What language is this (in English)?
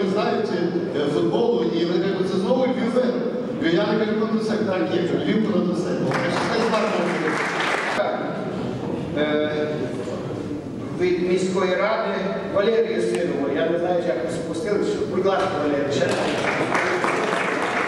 Ukrainian